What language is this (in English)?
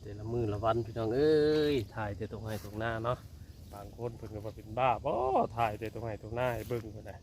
Lao